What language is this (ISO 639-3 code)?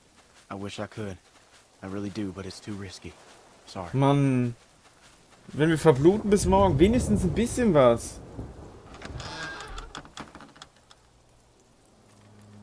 deu